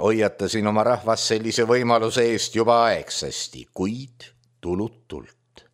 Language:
Estonian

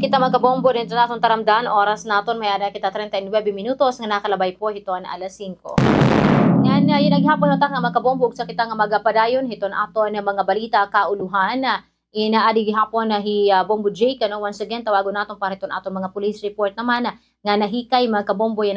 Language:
Waray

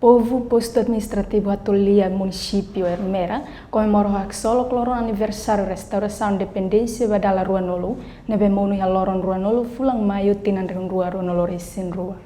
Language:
Tetum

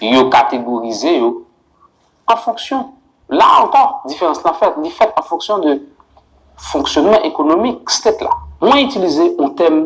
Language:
Haitian Creole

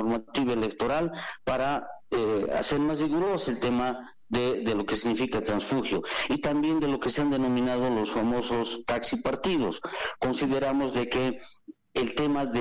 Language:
Spanish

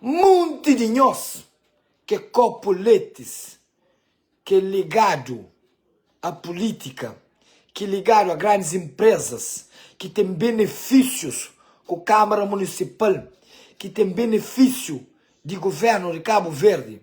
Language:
Kabuverdianu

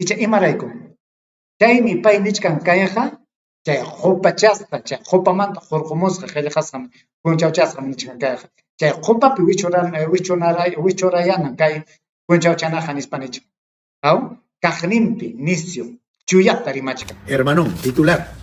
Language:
Ayacucho Quechua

